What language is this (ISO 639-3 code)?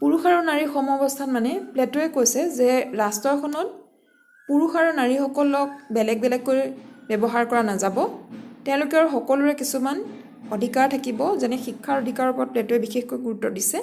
asm